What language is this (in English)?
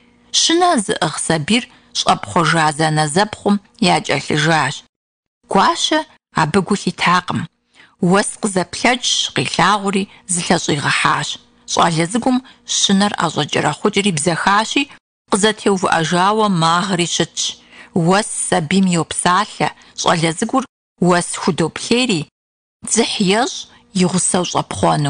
Kabardian